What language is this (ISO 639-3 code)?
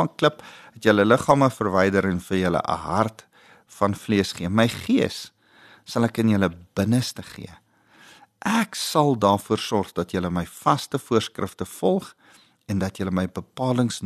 afr